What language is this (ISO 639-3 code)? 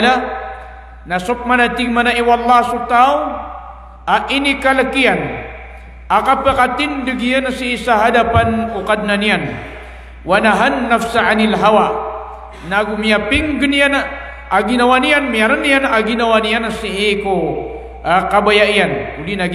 mrw